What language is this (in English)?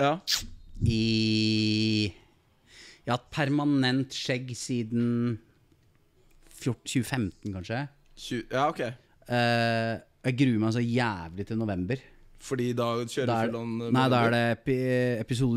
Norwegian